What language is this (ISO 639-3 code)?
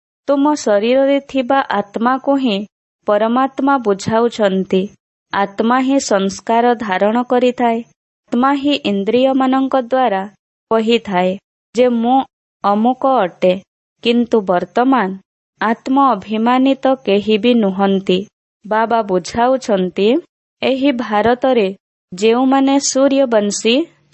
ori